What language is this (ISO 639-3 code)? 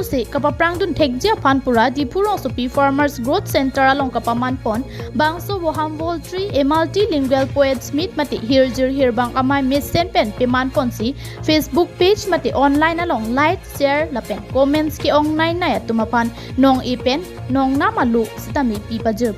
mjw